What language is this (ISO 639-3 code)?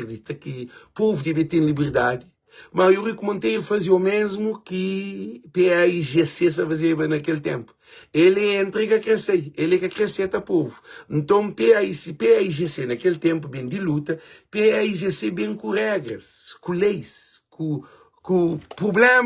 kea